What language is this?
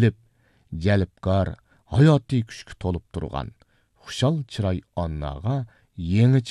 Uyghur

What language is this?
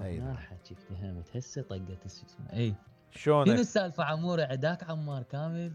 Mesopotamian Arabic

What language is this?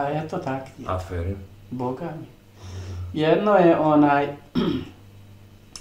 Bosnian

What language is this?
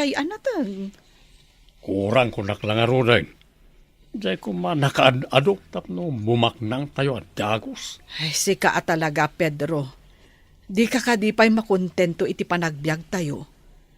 Iloko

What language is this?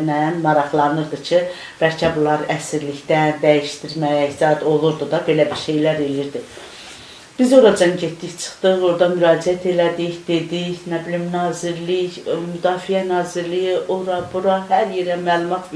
Azerbaijani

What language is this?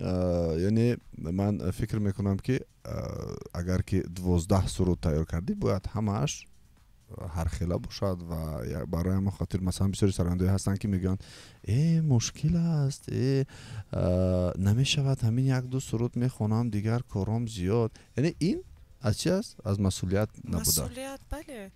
Tajik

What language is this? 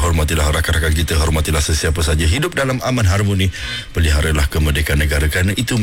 Malay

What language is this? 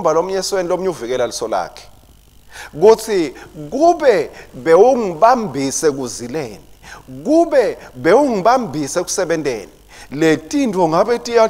Swati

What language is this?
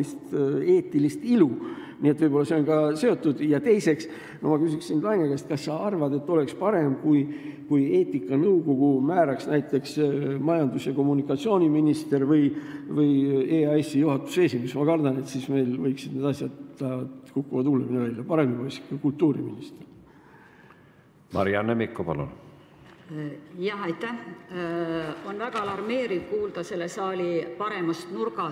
Estonian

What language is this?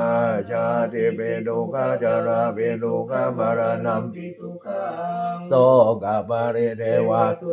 Pali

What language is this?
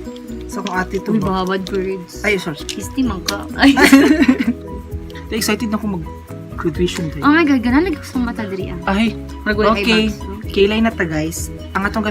Cebuano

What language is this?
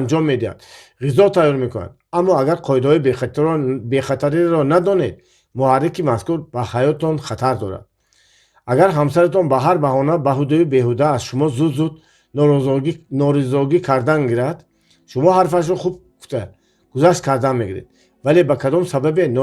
Tajik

